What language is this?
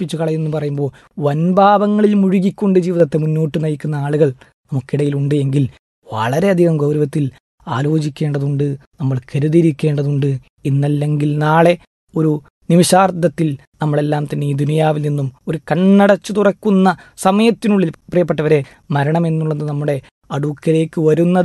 Malayalam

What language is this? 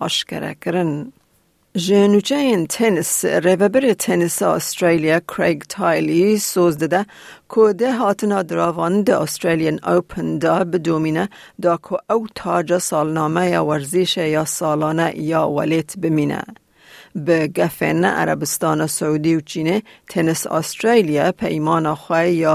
Kurdish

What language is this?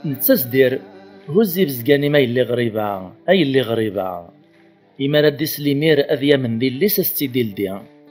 Kabyle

